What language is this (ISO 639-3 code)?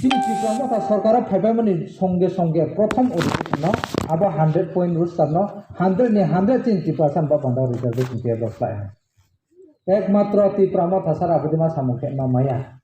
ria